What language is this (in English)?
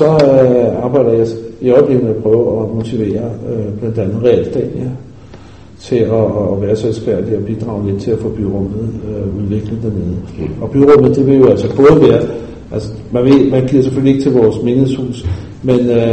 Danish